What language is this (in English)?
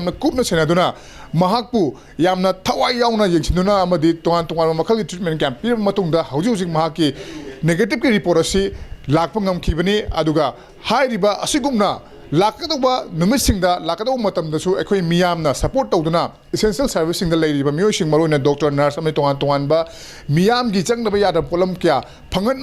Manipuri